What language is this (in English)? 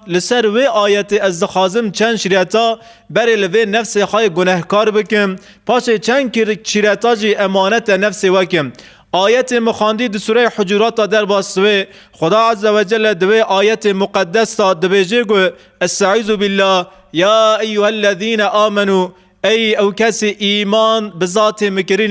Kurdish